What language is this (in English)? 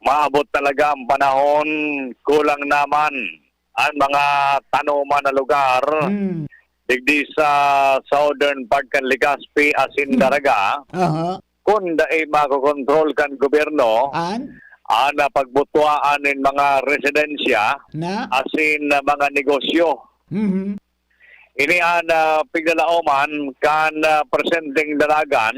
Bikol